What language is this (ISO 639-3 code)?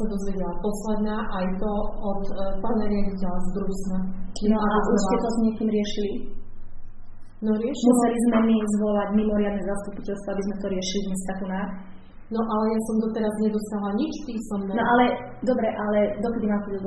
slk